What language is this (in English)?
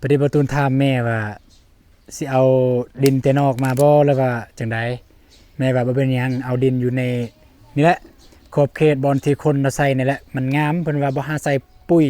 Lao